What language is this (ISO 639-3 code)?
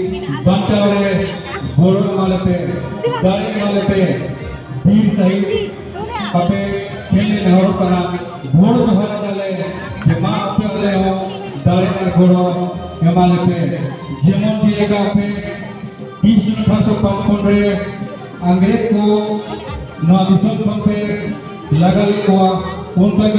sat